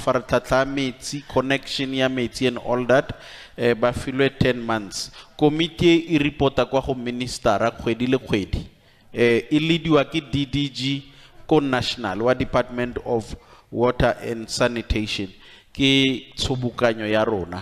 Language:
Tswana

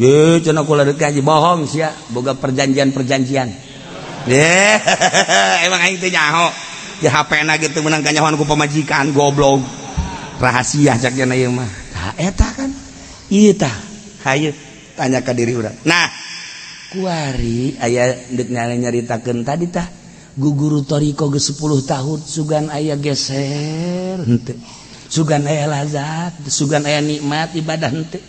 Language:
Sundanese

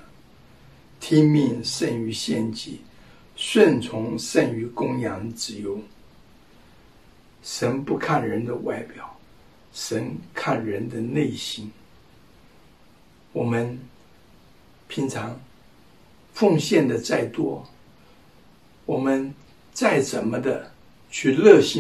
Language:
Chinese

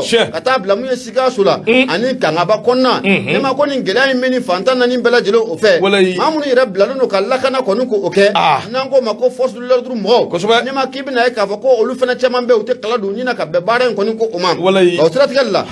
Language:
Bambara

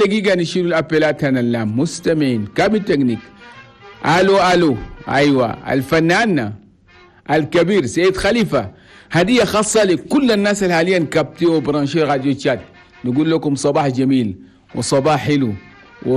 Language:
Chadian Arabic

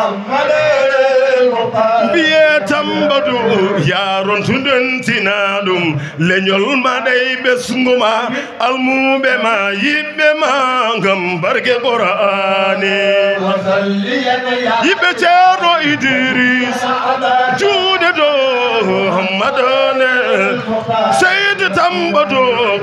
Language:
Fula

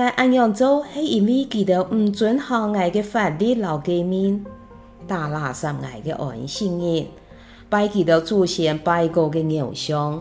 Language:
Hakka Chinese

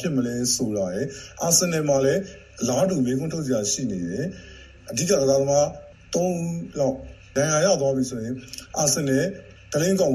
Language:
Burmese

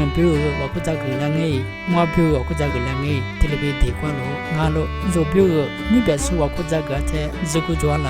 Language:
Lisu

